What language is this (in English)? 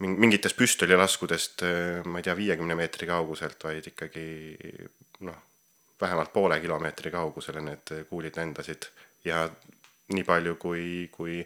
Estonian